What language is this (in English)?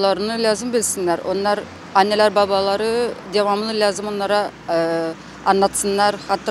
Gagauz